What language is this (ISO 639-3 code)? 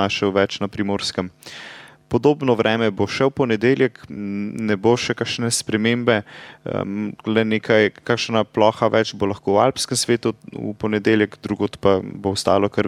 slv